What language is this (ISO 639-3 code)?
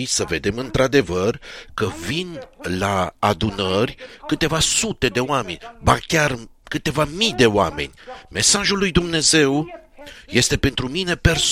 ron